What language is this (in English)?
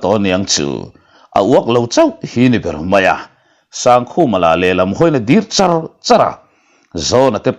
Mizo